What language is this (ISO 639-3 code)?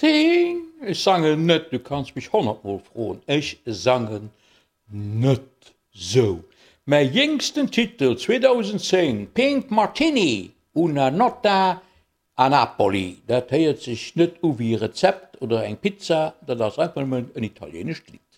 ltz